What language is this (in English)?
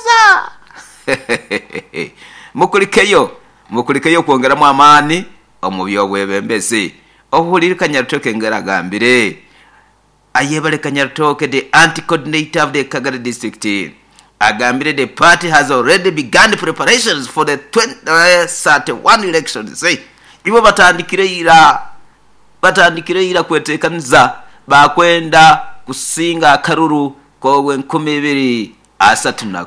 Nyoro